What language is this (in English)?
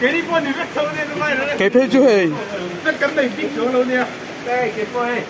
Mizo